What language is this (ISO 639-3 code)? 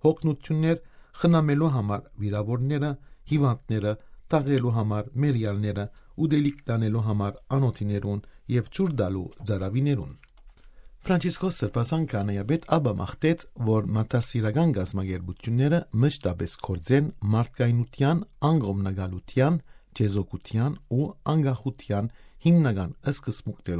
hyw